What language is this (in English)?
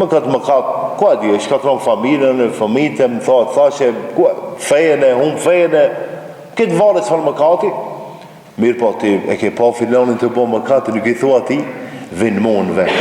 Albanian